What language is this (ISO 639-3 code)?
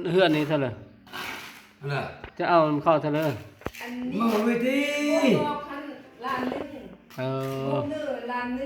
lao